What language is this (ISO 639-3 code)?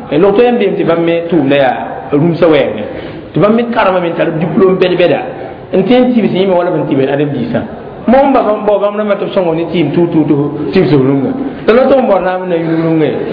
mos